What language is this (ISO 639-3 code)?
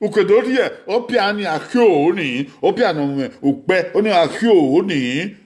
bin